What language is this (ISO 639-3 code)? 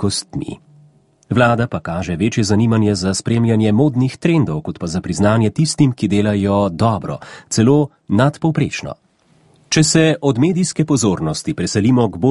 slv